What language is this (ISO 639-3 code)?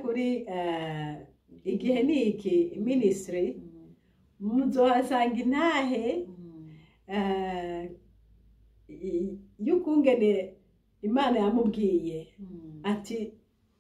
run